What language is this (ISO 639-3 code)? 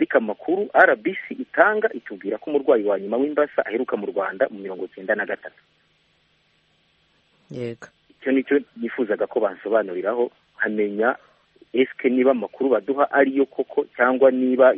kin